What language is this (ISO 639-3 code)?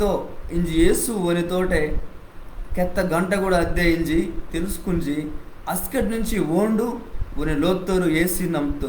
kff